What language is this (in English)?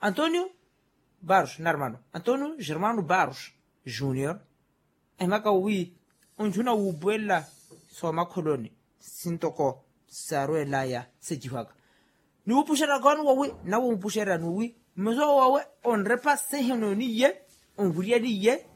Makhuwa